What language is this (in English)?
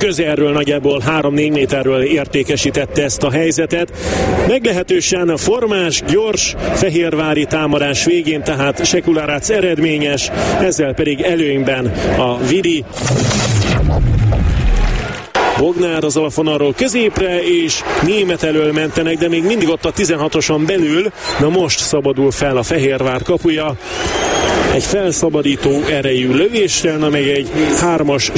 Hungarian